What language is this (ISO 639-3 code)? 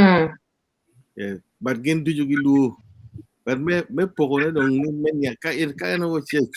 ach